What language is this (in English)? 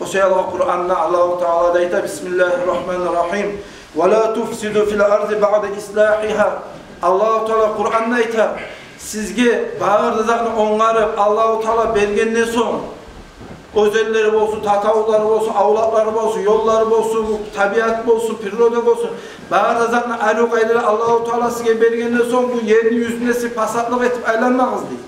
Kumyk